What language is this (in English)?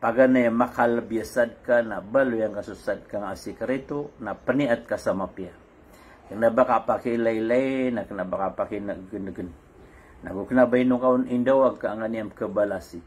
Maranao